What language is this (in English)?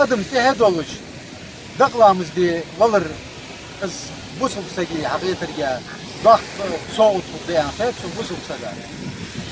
Chechen